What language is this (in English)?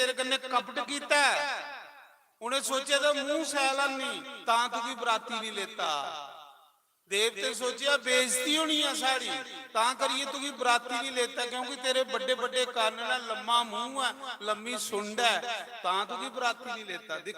Dogri